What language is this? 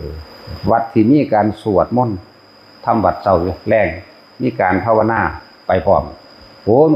Northeastern Thai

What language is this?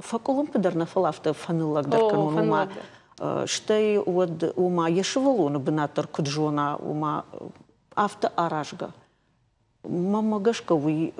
Ossetic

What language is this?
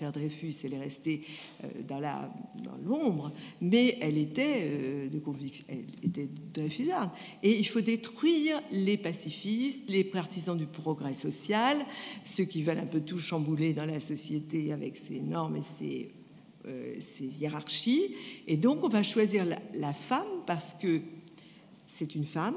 French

